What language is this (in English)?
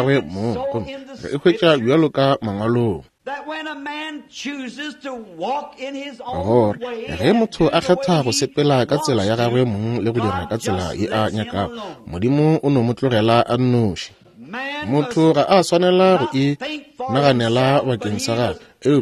Northern Sotho